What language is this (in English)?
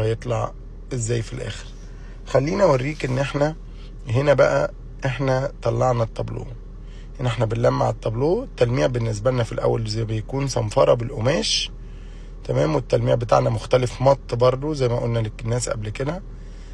Egyptian Arabic